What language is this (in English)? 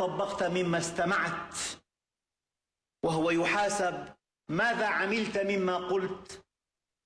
Arabic